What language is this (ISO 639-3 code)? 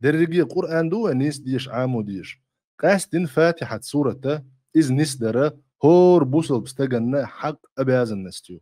che